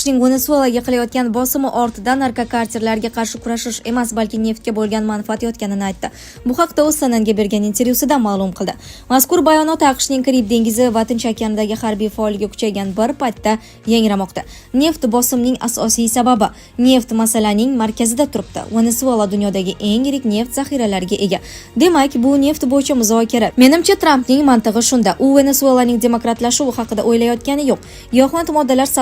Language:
Uzbek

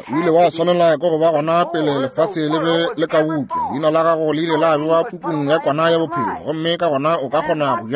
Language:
Northern Sotho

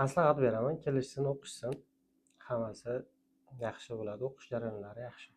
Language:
Uzbek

